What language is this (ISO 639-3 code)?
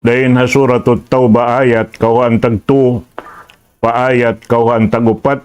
tsg